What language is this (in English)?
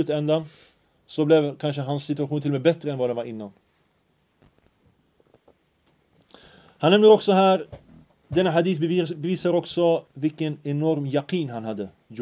Swedish